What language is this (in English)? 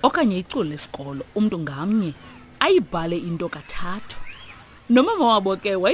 Xhosa